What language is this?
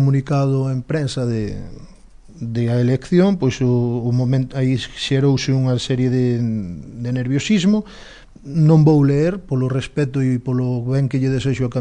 Galician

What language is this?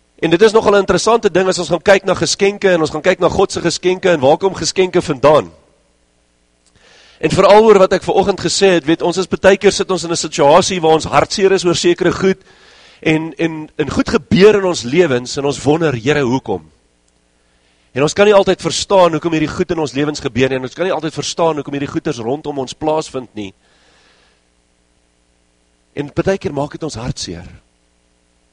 Afrikaans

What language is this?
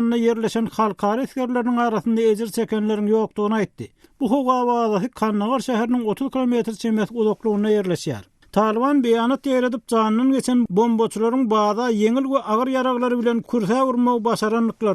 Turkmen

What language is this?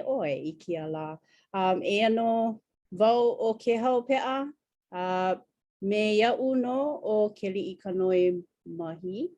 Hawaiian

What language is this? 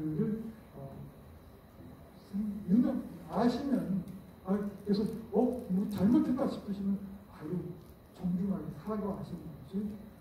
Korean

